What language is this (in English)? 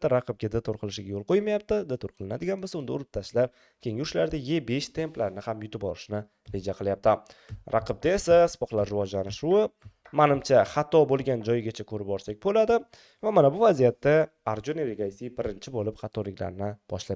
Uzbek